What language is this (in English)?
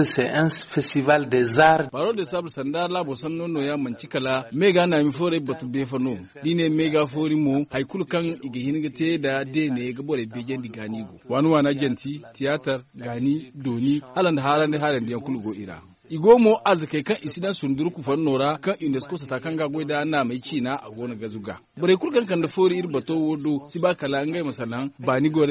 Zarma